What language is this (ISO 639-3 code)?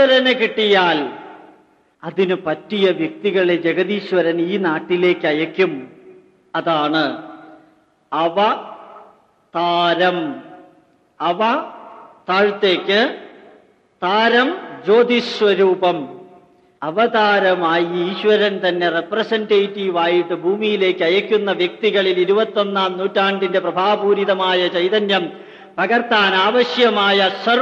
mal